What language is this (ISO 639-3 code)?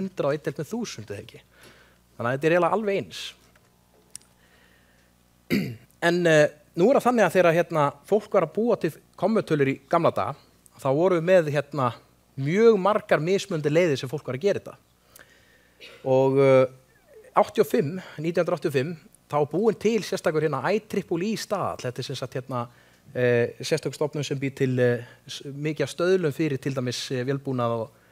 isl